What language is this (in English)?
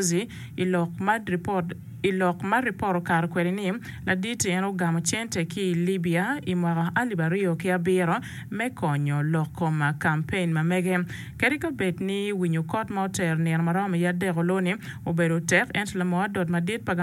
Acoli